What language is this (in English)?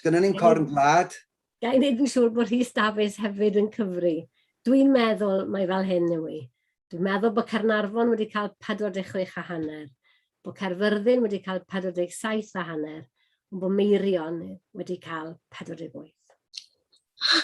Welsh